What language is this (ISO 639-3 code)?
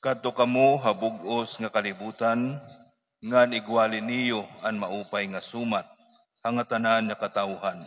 war